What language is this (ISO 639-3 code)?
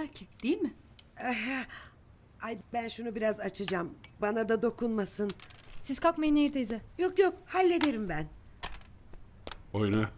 tur